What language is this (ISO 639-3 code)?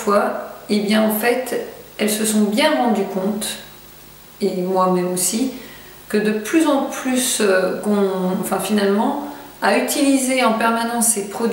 fra